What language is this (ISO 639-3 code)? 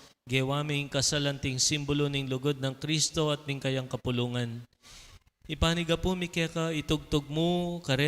pam